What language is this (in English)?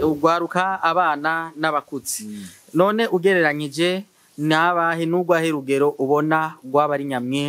Rundi